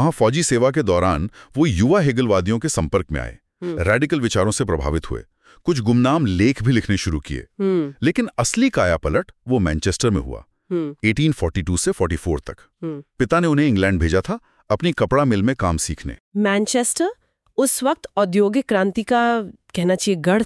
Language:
Hindi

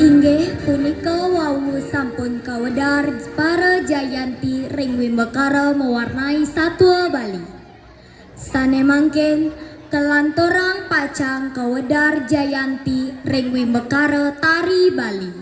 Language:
Balinese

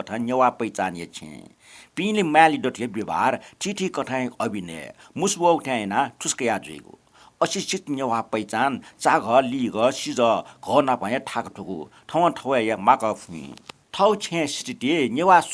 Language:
Newari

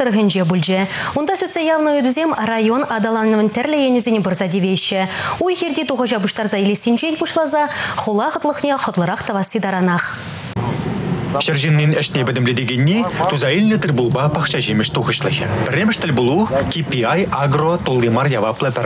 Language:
Chuvash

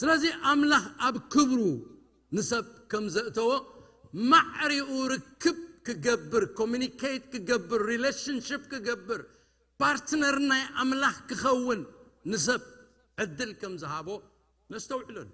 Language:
Tigrinya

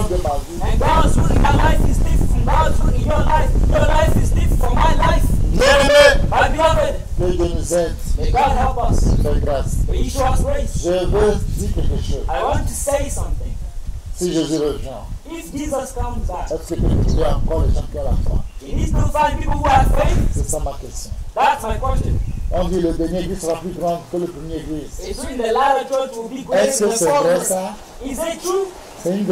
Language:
French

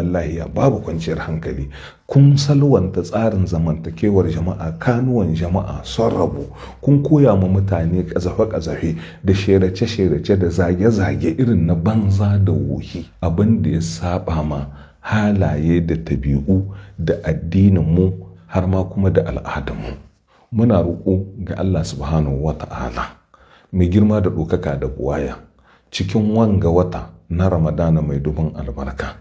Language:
Hausa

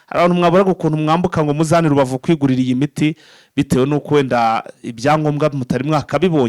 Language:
Kinyarwanda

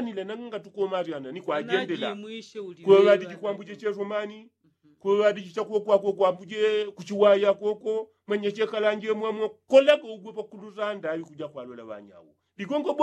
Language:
Yao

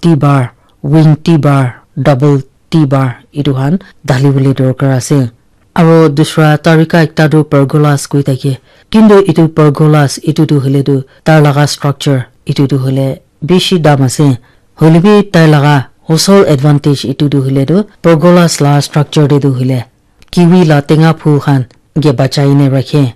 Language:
Naga Pidgin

